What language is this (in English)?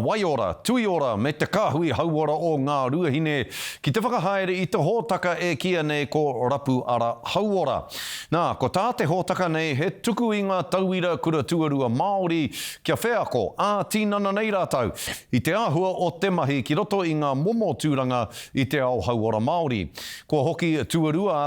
Māori